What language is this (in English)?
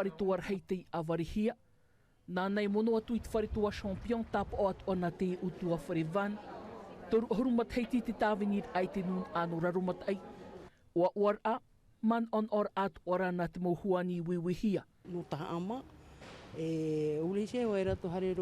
Tahitian